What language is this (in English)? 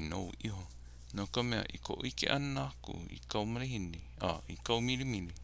Hawaiian